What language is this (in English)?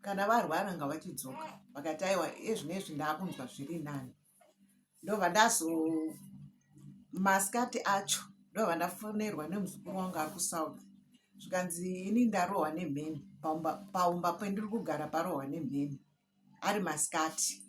Shona